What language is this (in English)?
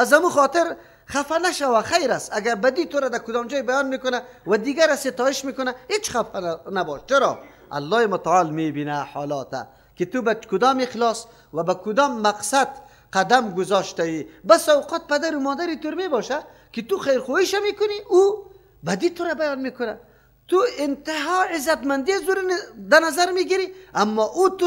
Persian